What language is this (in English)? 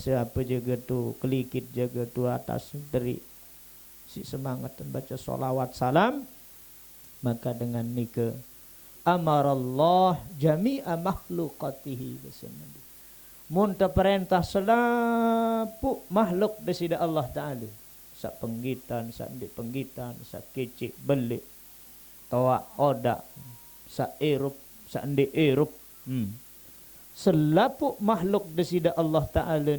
Sasak